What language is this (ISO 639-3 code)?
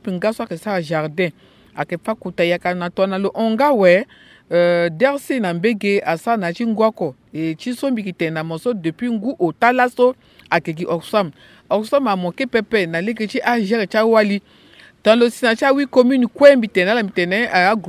sag